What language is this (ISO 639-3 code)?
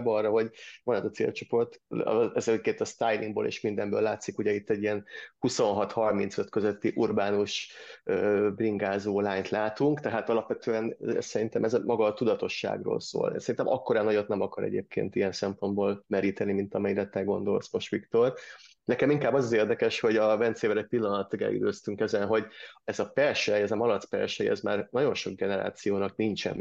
hun